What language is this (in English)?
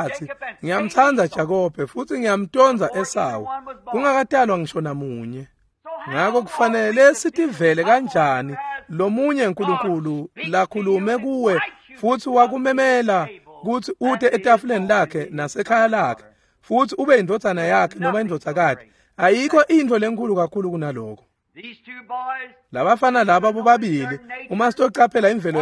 Swati